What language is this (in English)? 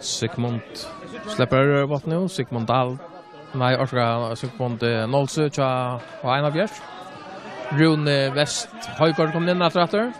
Faroese